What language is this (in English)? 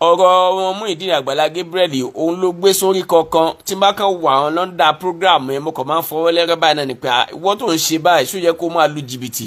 Yoruba